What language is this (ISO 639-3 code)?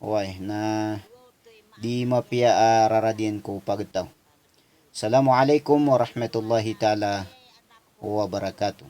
mrw